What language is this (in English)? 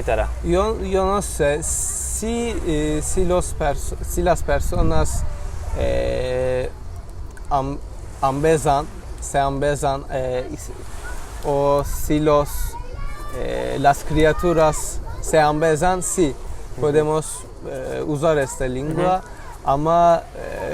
Ladino